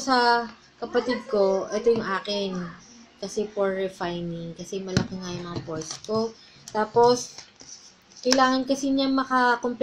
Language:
Filipino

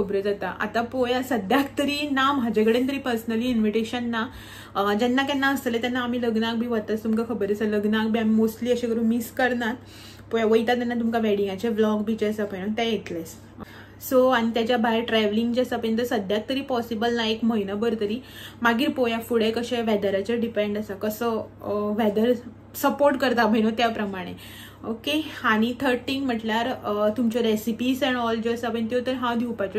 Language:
Konkani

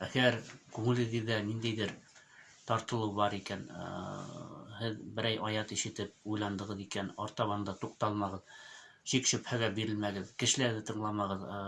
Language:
Bashkir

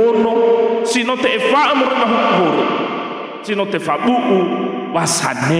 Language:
Nias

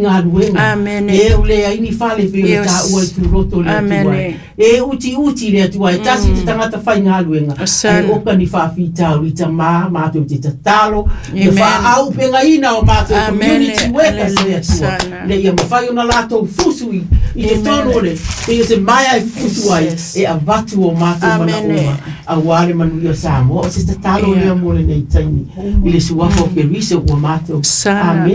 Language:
Samoan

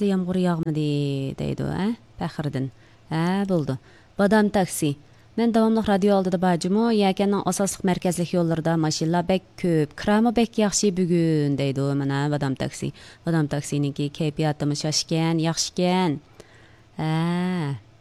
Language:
Uyghur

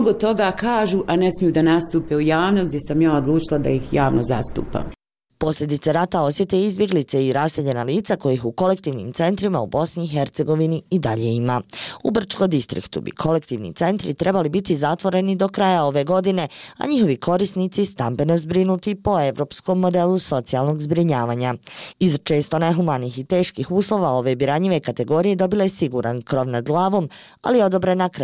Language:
Bosnian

